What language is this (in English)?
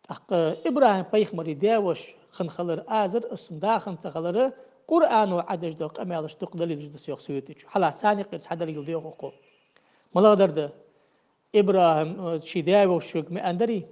Ingush